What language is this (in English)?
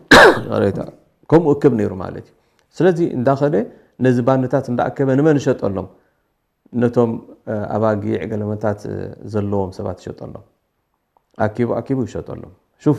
Tigrinya